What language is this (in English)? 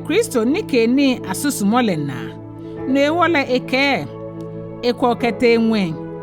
Ga